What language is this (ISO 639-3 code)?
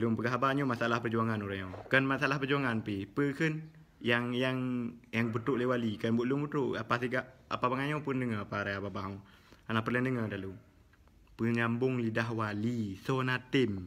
ace